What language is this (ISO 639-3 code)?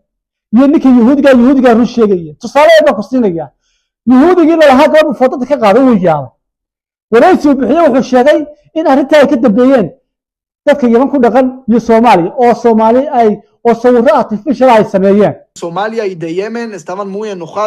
som